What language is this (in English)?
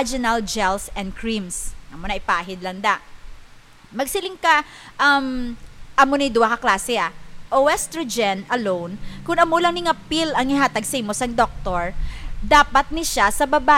Hiligaynon